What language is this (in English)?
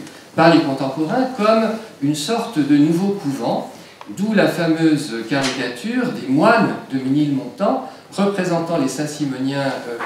French